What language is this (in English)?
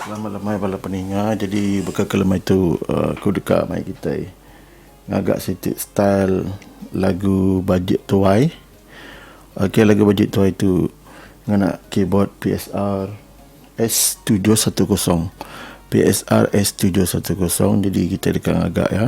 Iban